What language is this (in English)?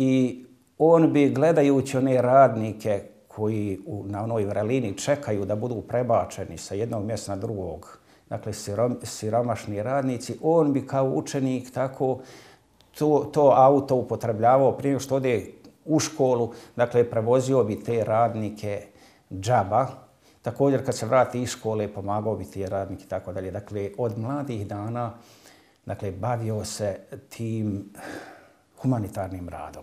Bosnian